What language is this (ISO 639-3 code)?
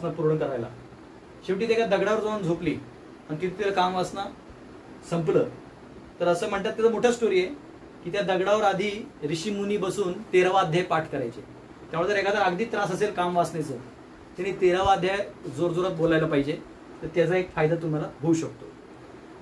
mar